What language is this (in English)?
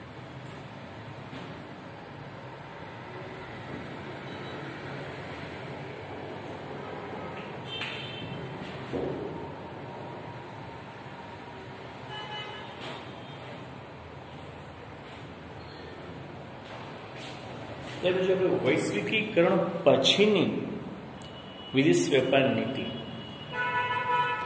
Gujarati